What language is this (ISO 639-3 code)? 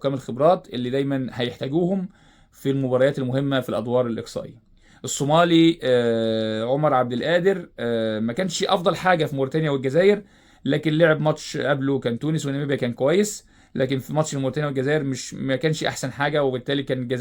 arz